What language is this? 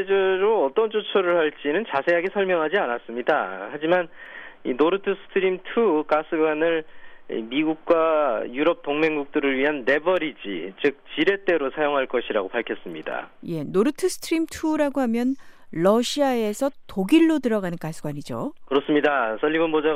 Korean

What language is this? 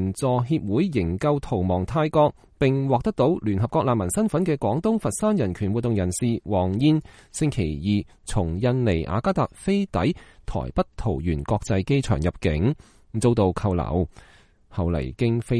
Cantonese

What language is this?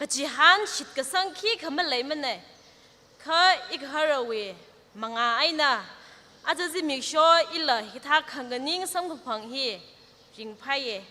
Tangkhul Naga (India)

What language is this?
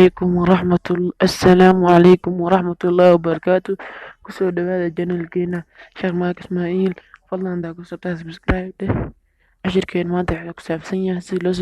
Somali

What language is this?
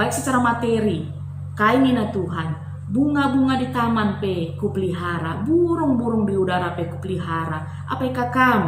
Batak Karo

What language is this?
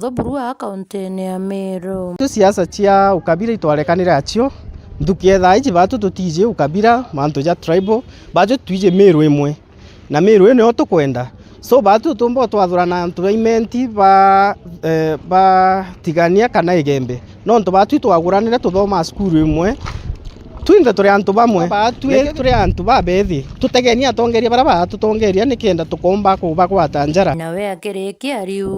Meru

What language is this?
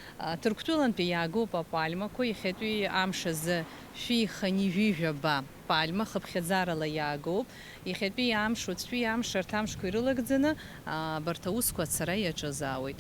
Abkhazian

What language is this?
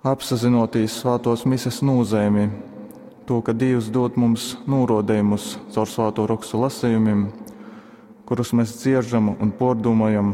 Latgalian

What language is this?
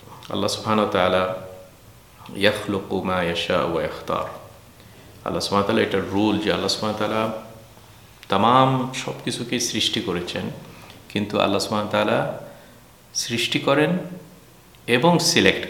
Bangla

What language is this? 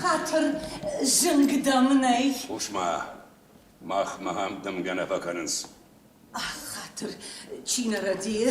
Ossetic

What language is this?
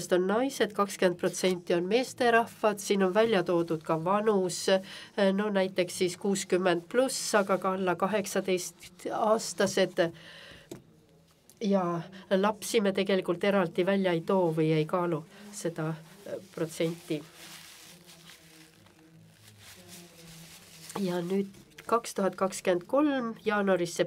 Estonian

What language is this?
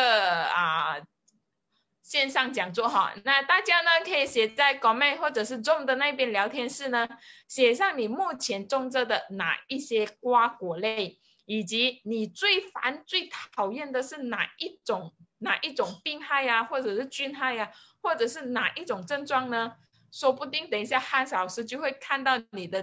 Chinese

